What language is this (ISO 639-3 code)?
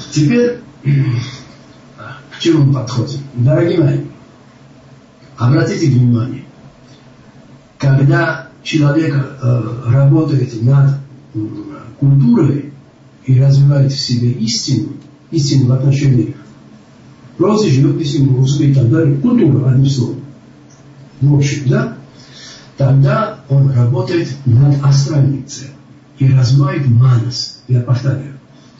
rus